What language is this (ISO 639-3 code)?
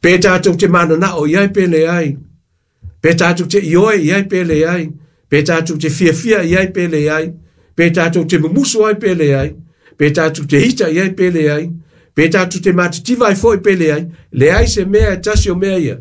smo